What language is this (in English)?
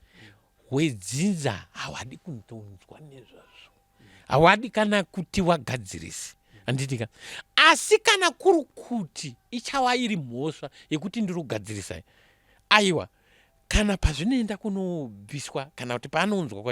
Shona